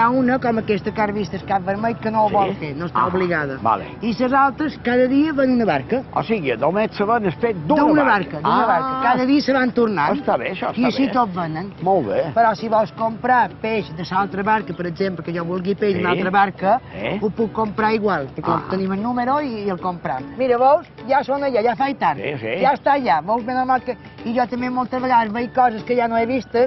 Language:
Catalan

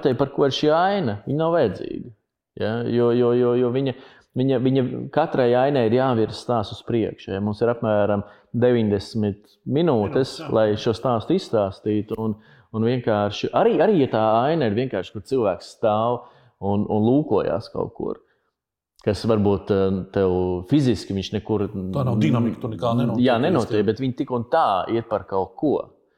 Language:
Latvian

